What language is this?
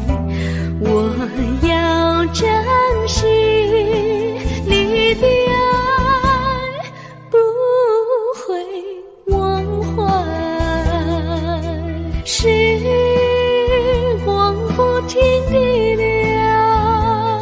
Chinese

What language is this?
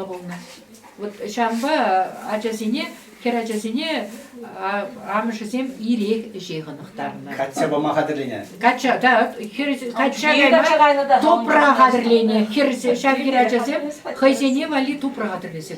Chuvash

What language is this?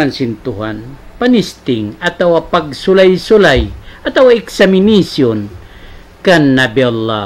Tausug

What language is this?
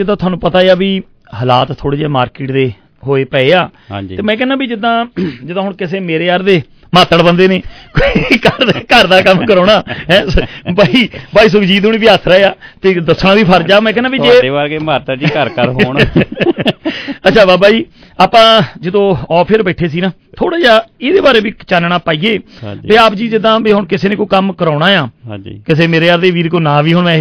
Punjabi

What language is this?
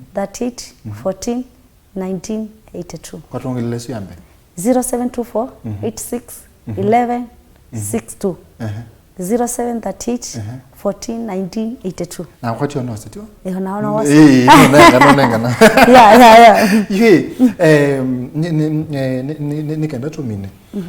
Kamba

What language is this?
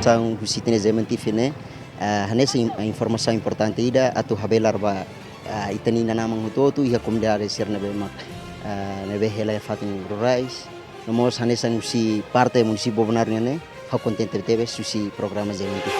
Tetum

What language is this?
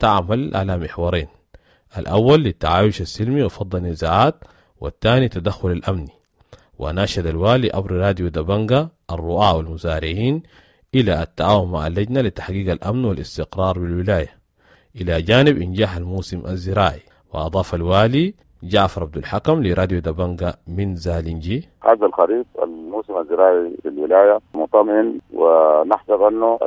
Sudanese Arabic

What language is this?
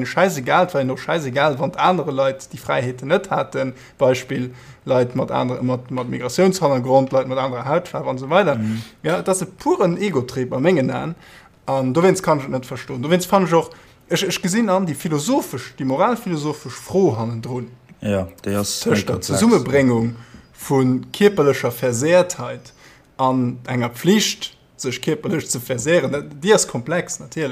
Luxembourgish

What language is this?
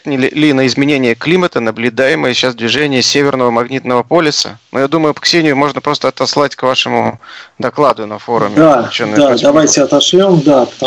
Russian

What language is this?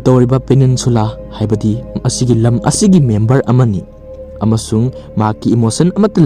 Manipuri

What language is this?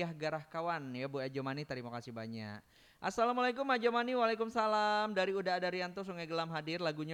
Minangkabau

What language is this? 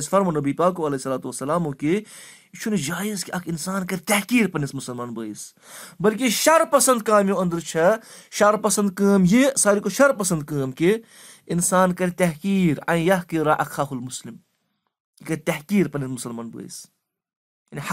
Kashmiri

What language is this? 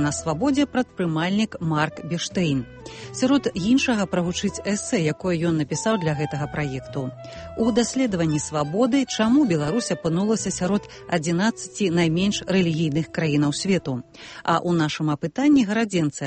Belarusian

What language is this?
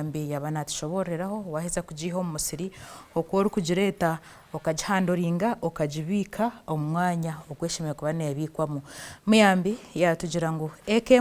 Nyankole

